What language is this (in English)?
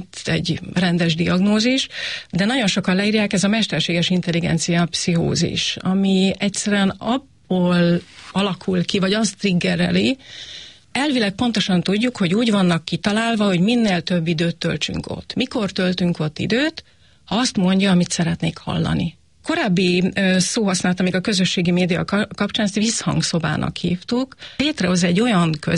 Hungarian